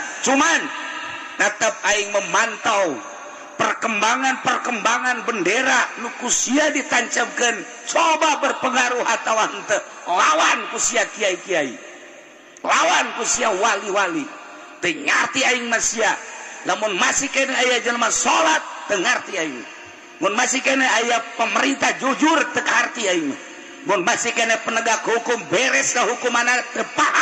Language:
Sundanese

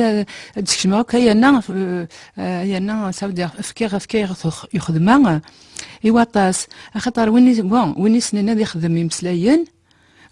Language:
Kabyle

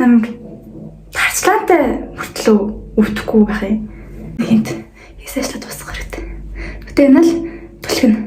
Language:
Mongolian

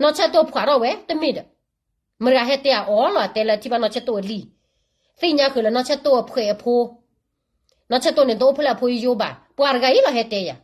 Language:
S'gaw Karen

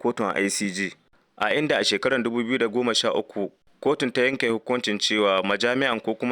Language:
Hausa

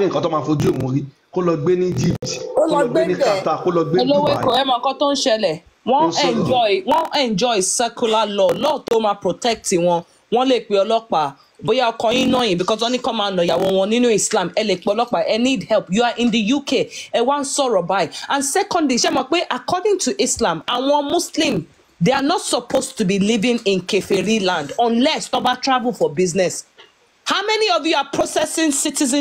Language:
Yoruba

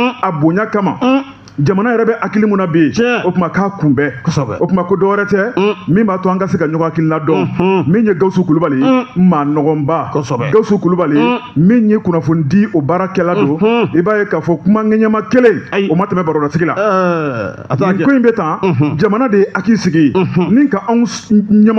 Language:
Bambara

